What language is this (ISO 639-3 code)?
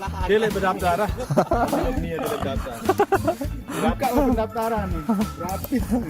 sas